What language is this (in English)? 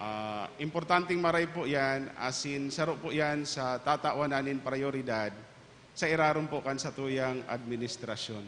Bikol